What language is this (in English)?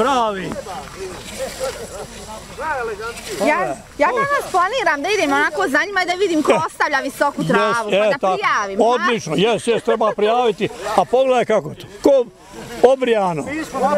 Bosnian